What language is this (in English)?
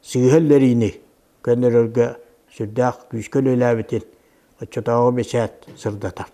Yakut